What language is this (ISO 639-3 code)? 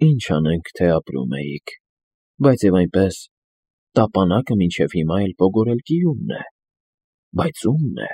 hye